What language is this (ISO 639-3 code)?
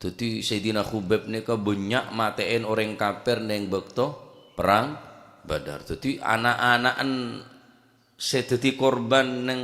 mad